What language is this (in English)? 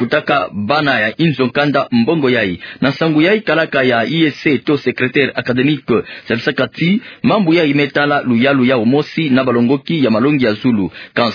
Kituba (Democratic Republic of Congo)